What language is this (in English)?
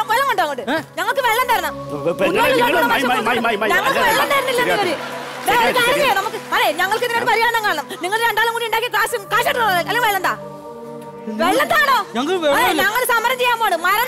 Malayalam